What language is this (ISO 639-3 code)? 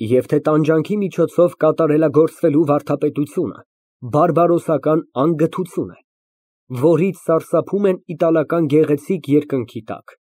hye